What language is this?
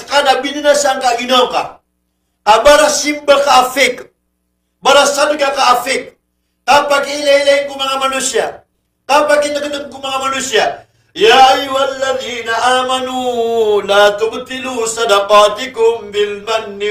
Maranao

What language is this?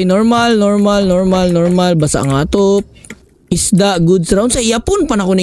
Cebuano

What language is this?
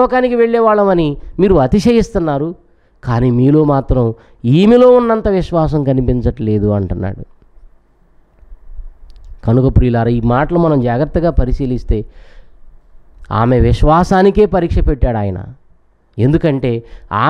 Telugu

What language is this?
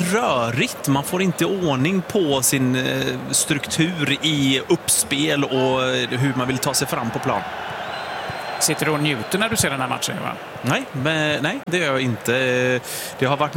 Swedish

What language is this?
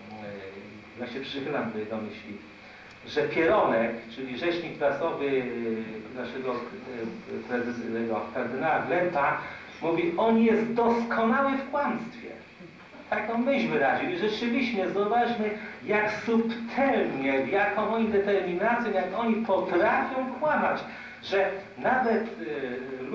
Polish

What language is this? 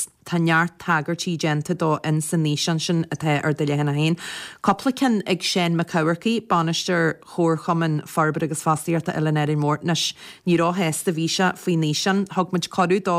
Irish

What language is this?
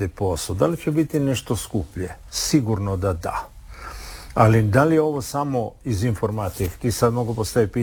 Croatian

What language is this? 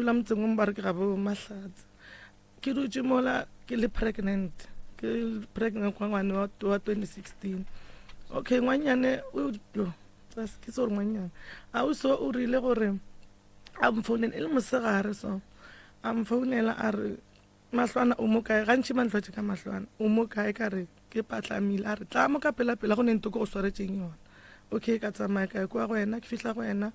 Northern Sotho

